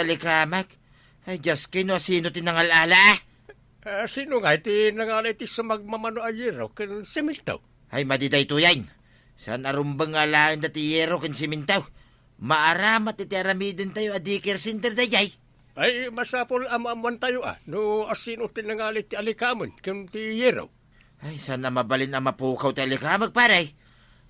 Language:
Iloko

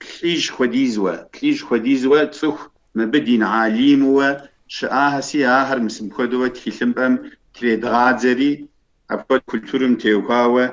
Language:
Kabardian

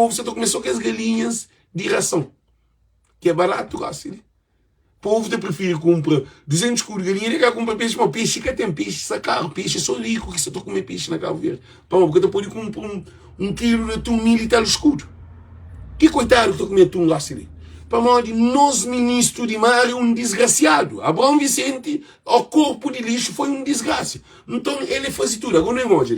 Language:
Kabuverdianu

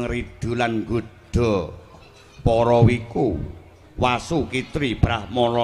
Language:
Javanese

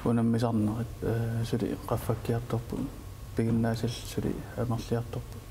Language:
Kalaallisut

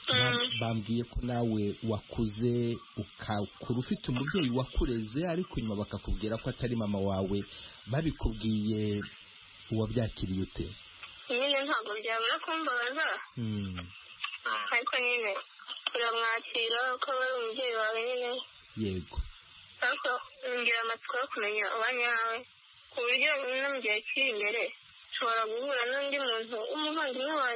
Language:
Kinyarwanda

